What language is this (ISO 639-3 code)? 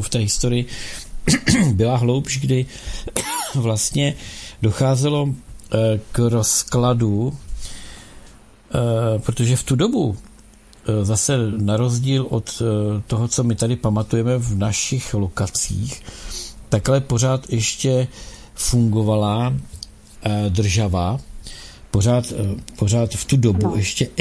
ces